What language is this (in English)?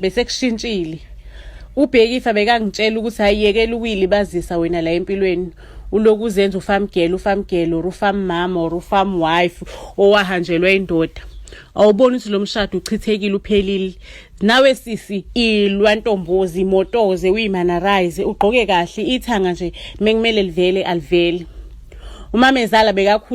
Zulu